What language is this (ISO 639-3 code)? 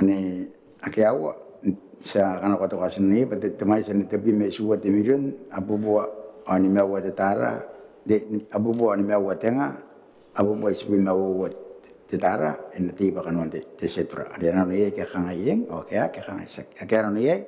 gil